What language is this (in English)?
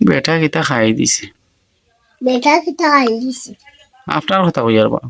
Sylheti